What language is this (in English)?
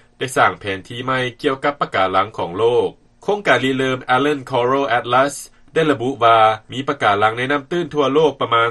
Lao